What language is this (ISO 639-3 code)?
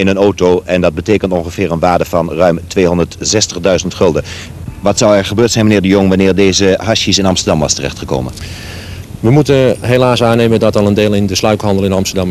nld